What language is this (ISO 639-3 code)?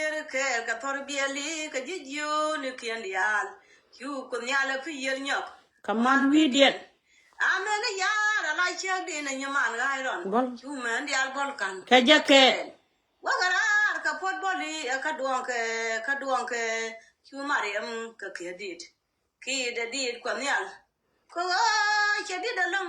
nus